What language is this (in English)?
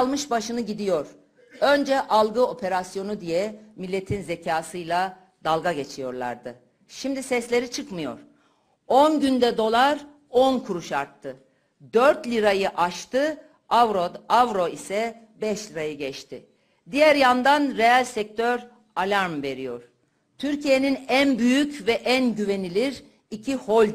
Turkish